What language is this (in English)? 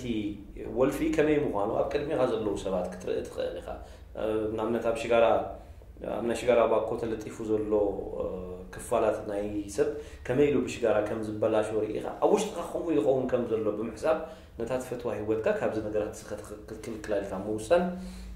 Tigrinya